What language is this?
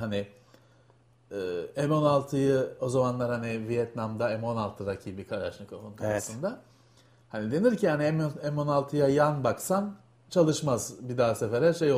Turkish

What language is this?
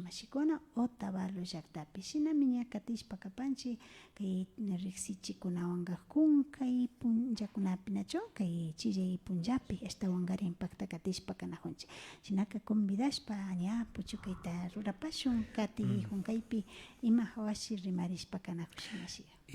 Imbabura Highland Quichua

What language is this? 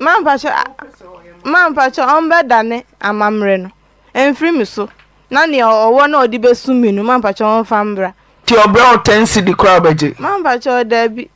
Akan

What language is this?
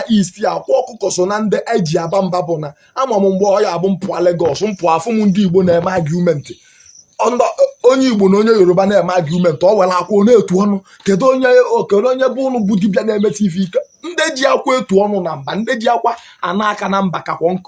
Igbo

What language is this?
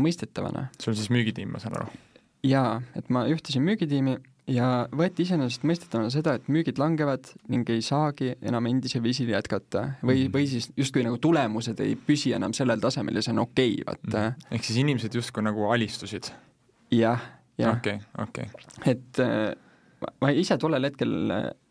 Estonian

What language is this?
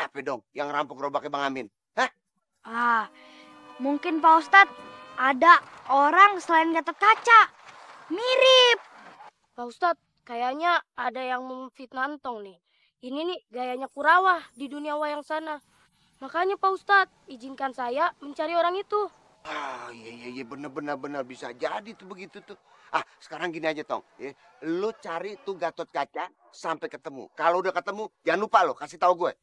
Betawi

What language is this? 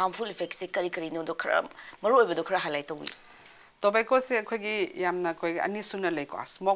Manipuri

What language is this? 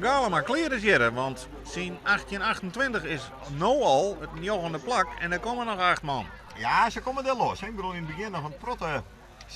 Western Frisian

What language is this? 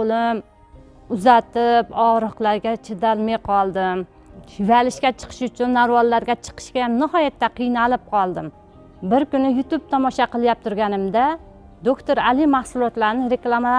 Uzbek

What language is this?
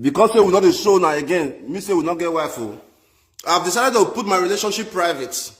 Nigerian Pidgin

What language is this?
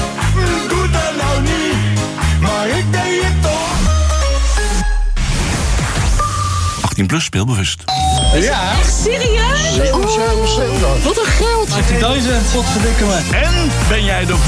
Dutch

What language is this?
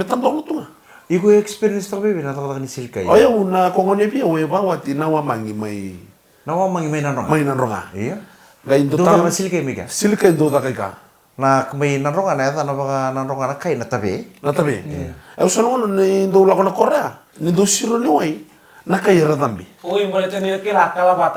Fijian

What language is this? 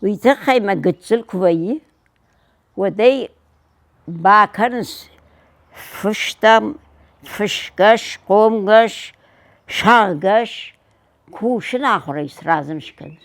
Ossetic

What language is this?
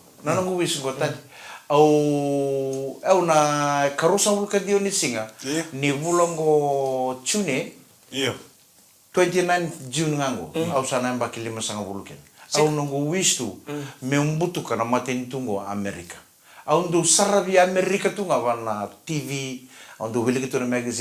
Fijian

